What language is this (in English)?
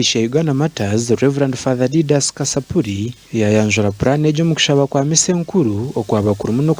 Nyankole